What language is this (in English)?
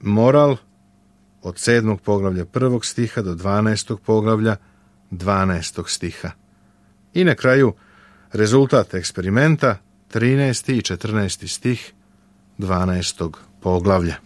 Serbian